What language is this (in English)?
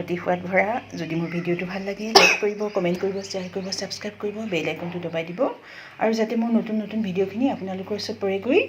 Assamese